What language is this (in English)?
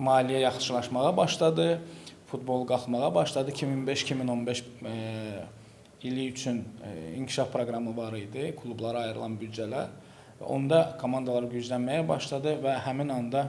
Azerbaijani